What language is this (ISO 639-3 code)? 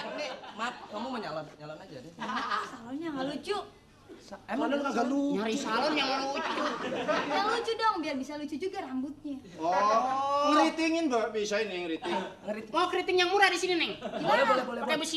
bew